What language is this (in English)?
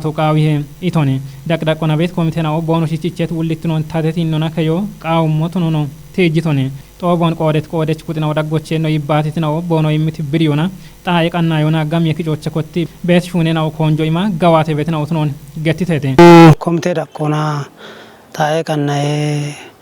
Kafa